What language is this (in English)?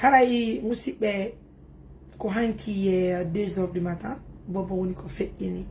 Fula